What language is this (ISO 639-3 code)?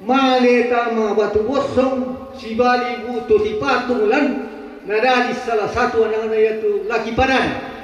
sda